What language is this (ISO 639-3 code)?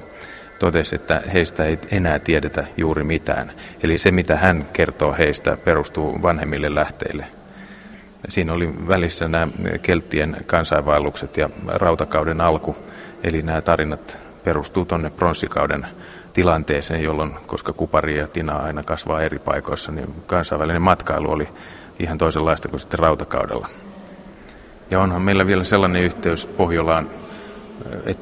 fin